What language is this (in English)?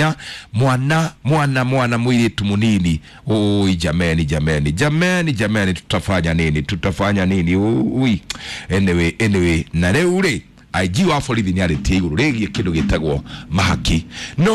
Kikuyu